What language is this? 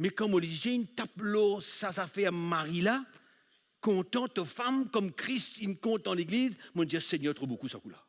Morisyen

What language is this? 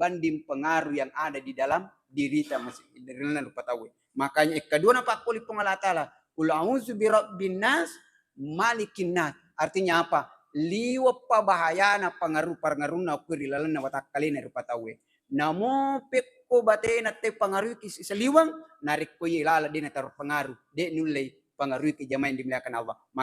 Buginese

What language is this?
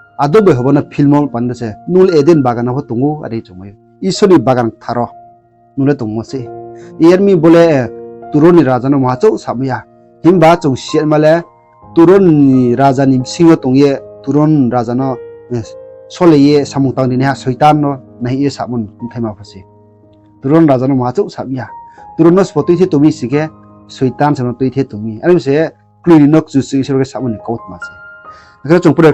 Riang (India)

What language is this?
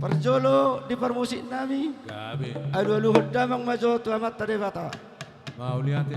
Batak Toba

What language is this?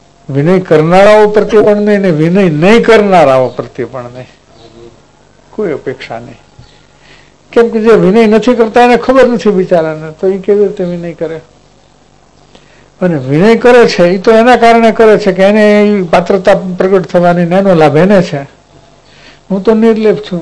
Gujarati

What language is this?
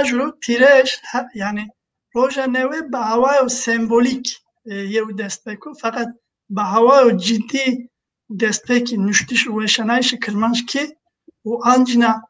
Zaza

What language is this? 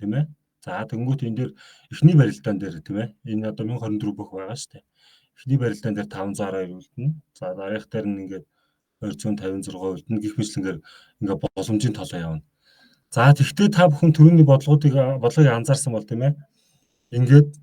Mongolian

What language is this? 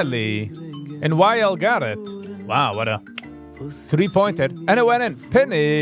Yiddish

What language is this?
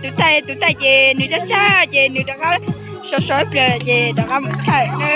Hmong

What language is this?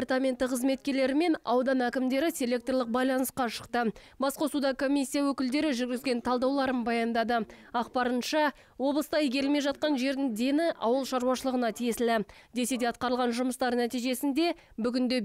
Kazakh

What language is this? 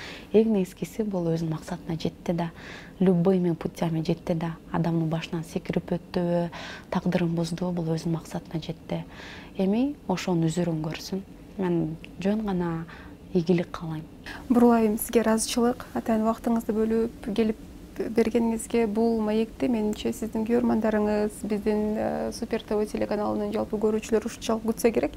Kyrgyz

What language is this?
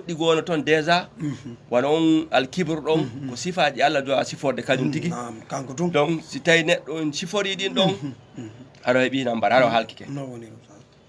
Fula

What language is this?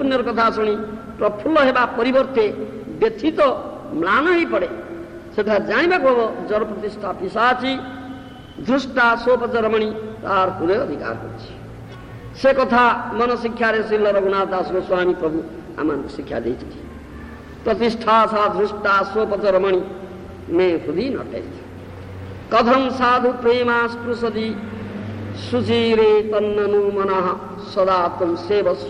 Odia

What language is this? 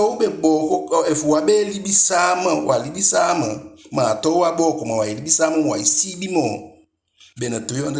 Eastern Maroon Creole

